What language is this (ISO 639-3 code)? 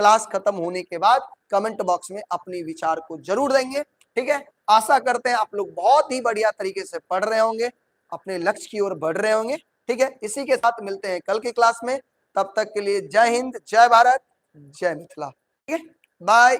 mai